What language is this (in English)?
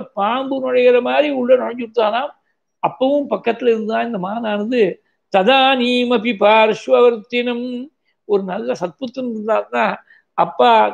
Tamil